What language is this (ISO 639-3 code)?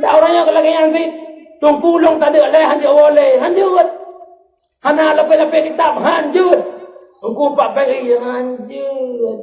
ace